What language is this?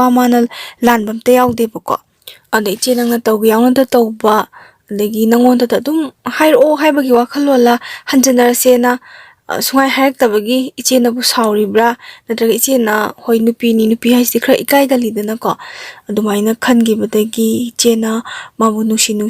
Manipuri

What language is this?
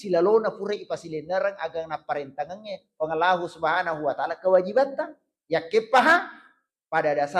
Buginese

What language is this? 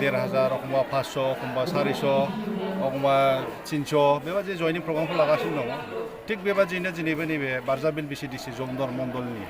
Bodo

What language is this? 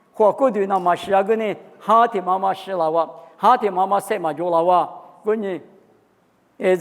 Lisu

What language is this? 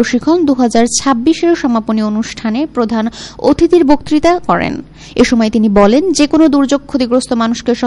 Bangla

